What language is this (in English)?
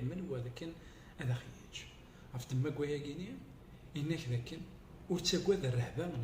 Kabyle